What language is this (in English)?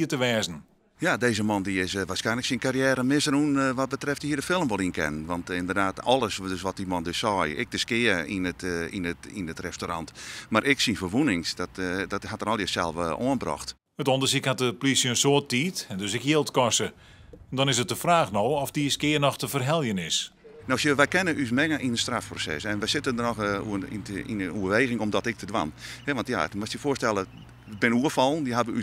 Western Frisian